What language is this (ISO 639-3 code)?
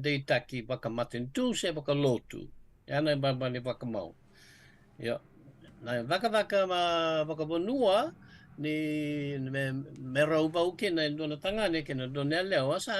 fij